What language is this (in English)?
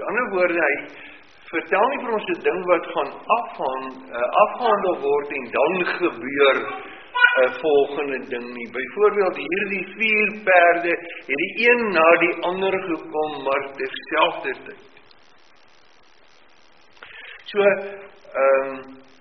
Afrikaans